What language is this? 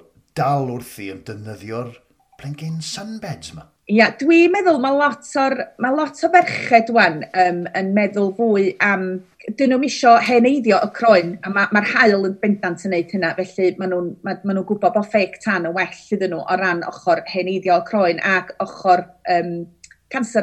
Welsh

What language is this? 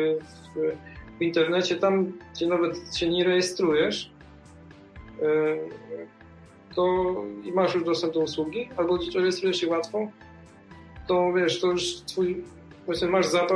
Polish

